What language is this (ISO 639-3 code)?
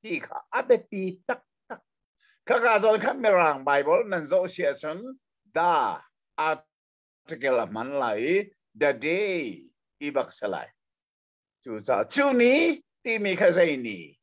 cnh